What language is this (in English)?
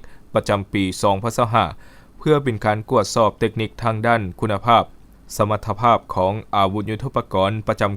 Lao